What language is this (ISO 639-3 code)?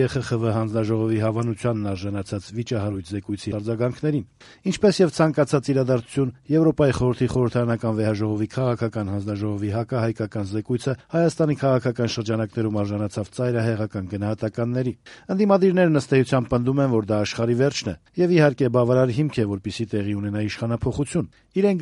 hye